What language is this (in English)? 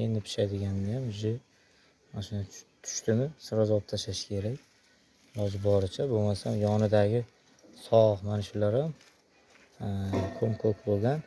Uzbek